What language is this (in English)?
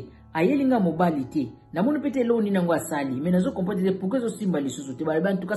Lingala